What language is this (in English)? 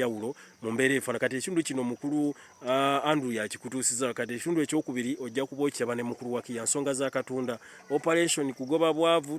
Ganda